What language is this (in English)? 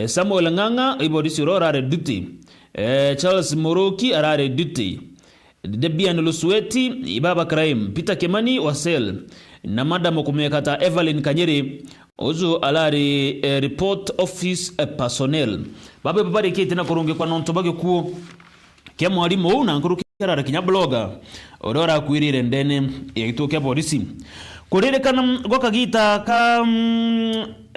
Meru